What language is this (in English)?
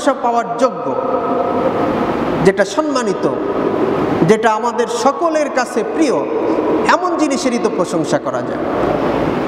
Bangla